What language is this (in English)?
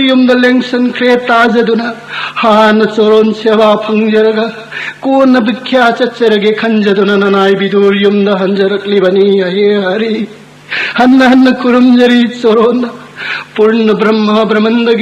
Manipuri